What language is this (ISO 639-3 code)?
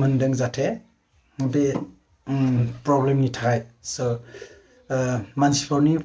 brx